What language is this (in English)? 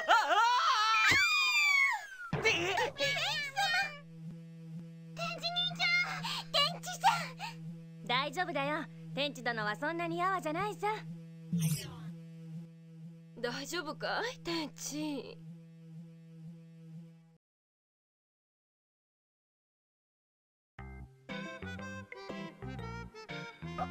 Japanese